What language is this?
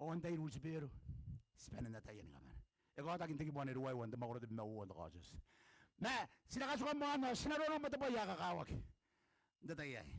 Gilbertese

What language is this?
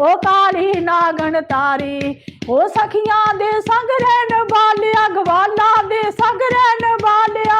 Dogri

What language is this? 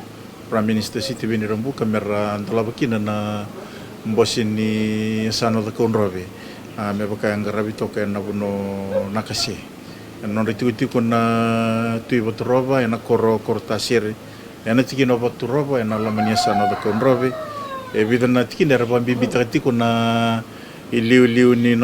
Fijian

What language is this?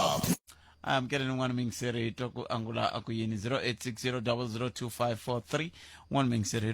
Tsonga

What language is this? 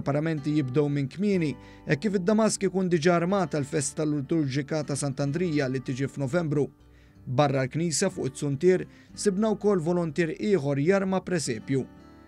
Maltese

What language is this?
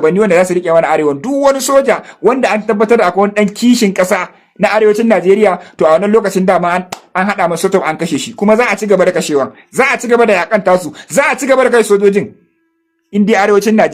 Hausa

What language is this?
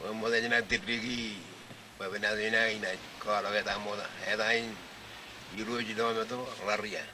Marshallese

